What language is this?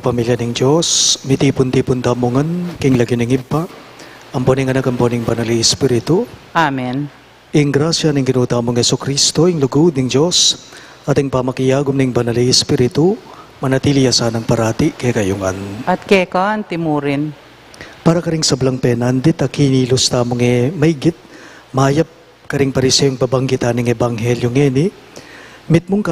Pampanga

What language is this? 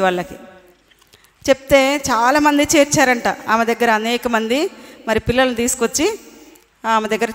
Telugu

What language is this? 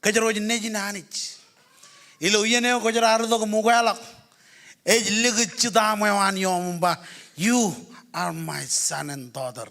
Marshallese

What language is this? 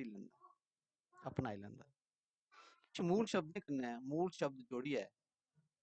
Dogri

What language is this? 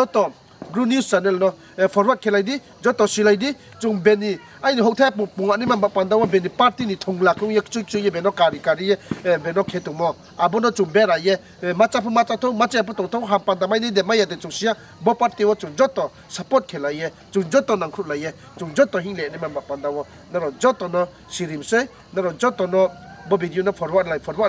Riang (India)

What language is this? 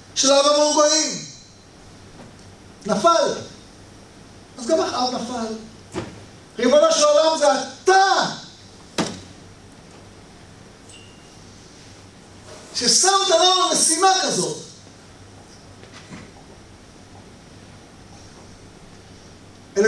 Hebrew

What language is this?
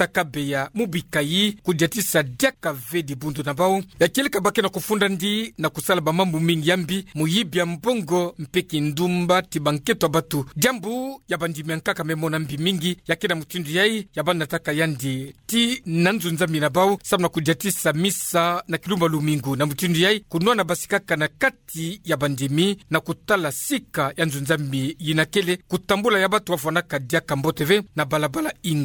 Kituba (Democratic Republic of Congo)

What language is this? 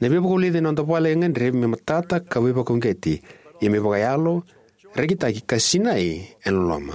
Fijian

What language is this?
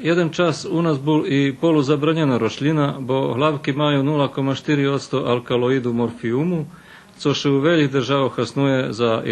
Rusyn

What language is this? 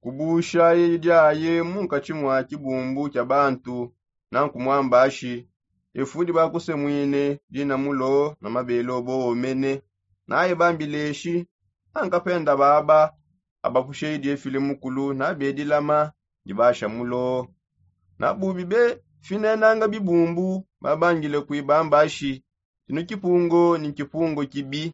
Songe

